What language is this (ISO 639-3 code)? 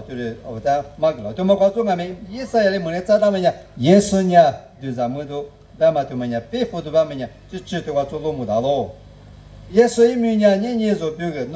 lis